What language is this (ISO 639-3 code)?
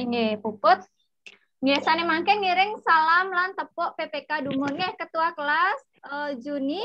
ban